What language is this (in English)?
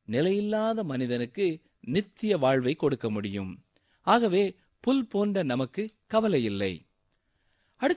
Tamil